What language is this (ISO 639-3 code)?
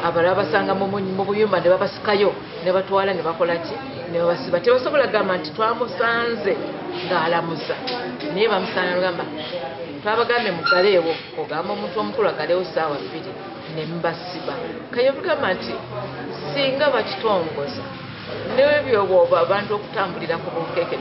lug